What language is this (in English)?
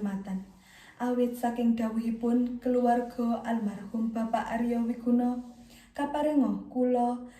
Javanese